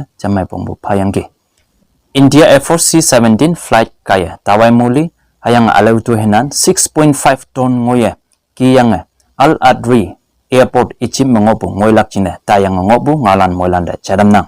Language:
Konyak Naga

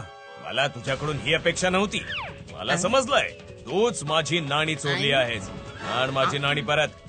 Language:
Marathi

